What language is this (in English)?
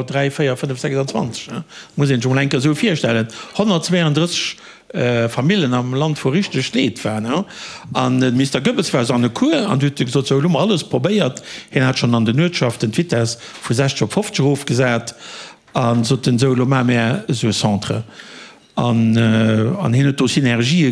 Luxembourgish